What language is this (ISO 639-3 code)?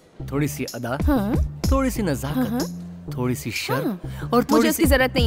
hin